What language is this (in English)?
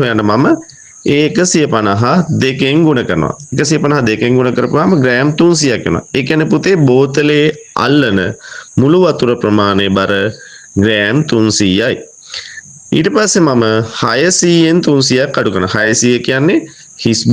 Sinhala